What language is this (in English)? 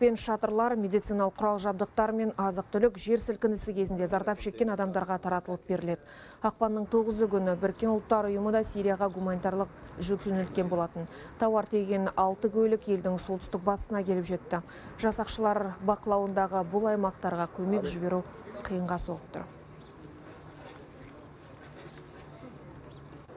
Kazakh